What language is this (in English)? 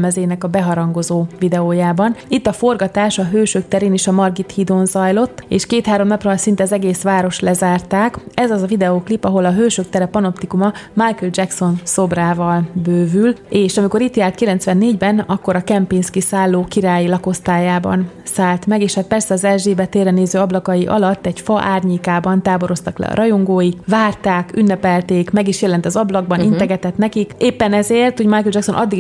Hungarian